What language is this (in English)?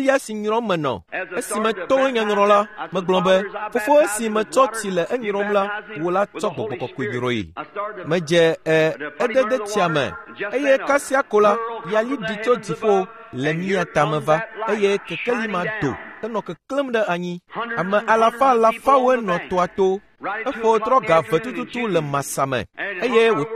Ewe